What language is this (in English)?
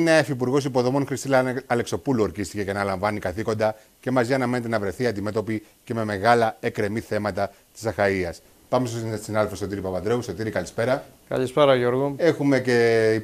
Greek